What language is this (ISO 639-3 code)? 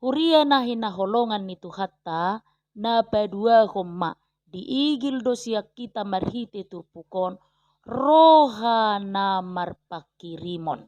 bbc